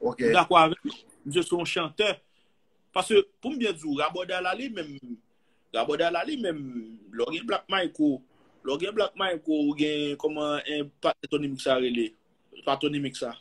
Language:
Haitian Creole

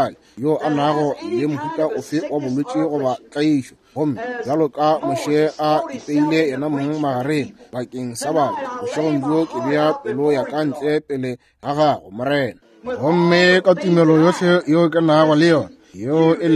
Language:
Northern Sotho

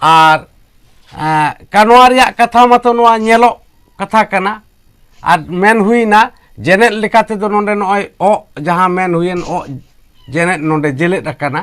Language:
Santali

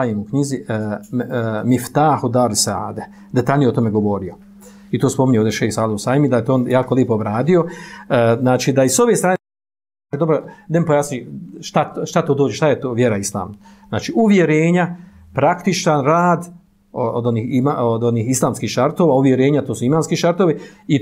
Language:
Bosnian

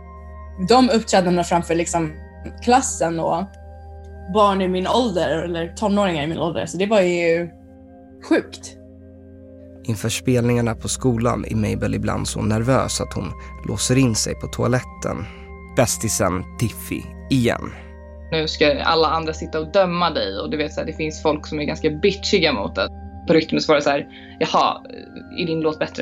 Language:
Swedish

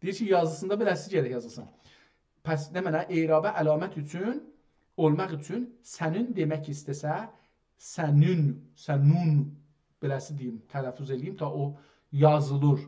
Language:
South Azerbaijani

